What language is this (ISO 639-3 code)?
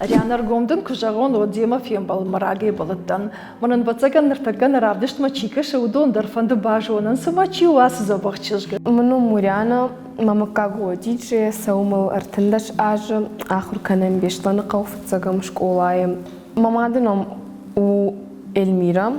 oss